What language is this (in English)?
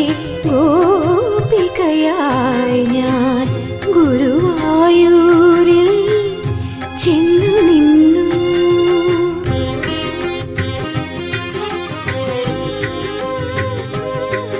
Malayalam